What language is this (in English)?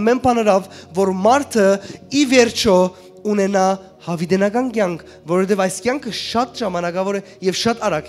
Western Armenian